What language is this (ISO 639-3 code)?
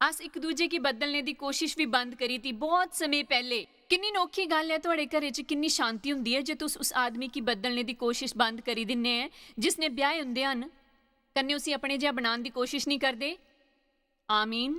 doi